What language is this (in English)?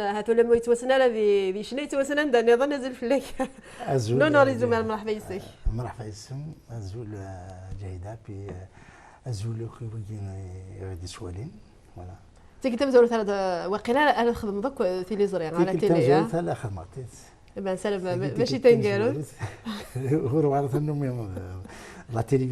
Kabyle